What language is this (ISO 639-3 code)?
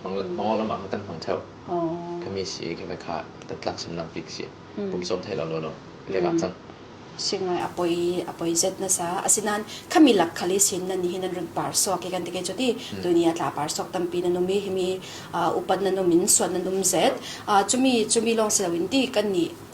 cfm